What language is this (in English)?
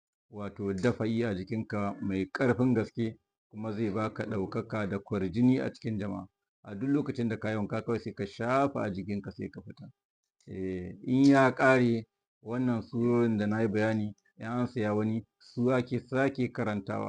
Hausa